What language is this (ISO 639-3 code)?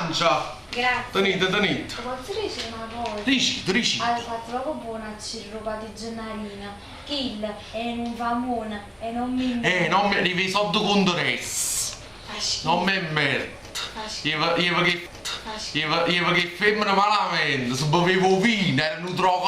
nap